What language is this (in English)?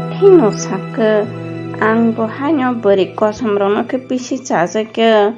Kok Borok